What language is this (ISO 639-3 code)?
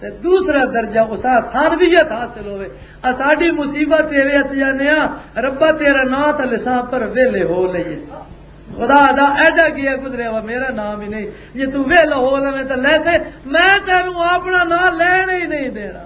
lah